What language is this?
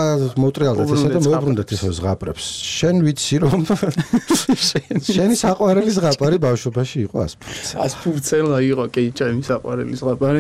Georgian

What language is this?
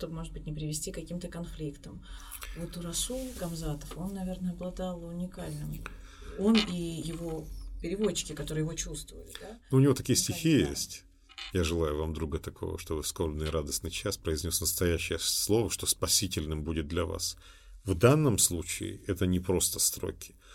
Russian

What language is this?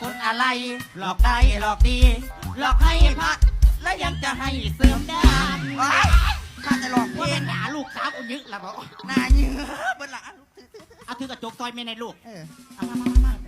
Northeastern Thai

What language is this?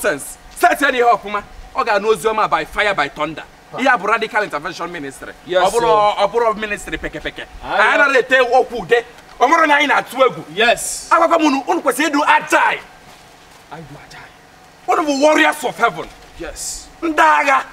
Igbo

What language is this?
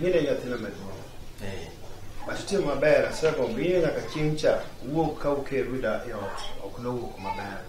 Luo (Kenya and Tanzania)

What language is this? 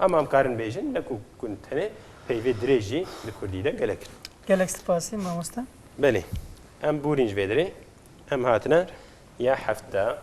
Kurdish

